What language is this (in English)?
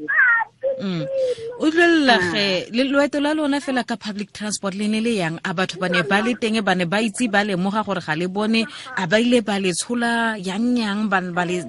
Tswana